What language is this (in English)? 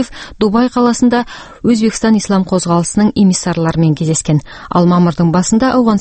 Kazakh